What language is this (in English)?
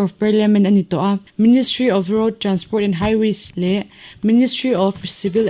Mizo